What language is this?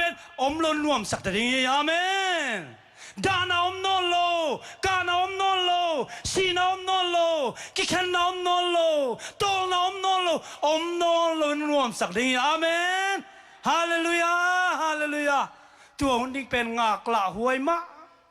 Tedim Chin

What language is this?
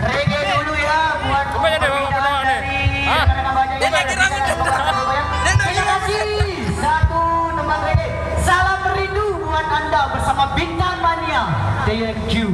Sasak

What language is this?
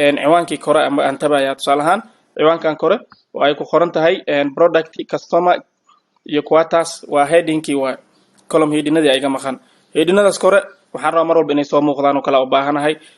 Somali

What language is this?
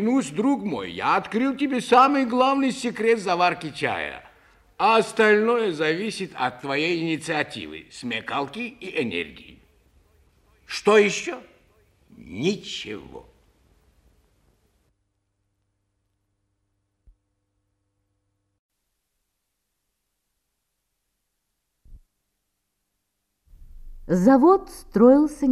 Russian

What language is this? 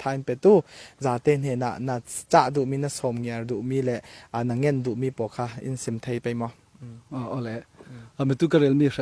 Falam Chin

